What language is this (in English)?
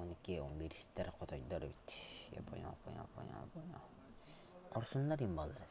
Yakut